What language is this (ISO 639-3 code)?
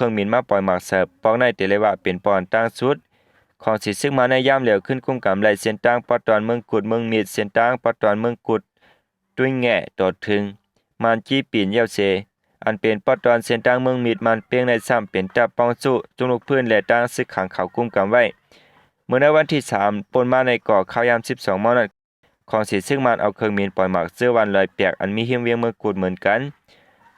shn